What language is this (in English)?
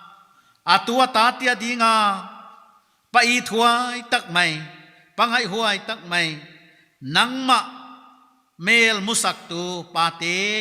Paite Chin